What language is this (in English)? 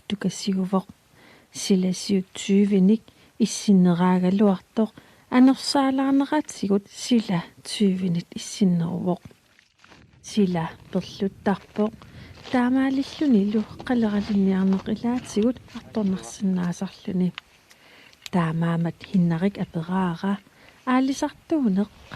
Kalaallisut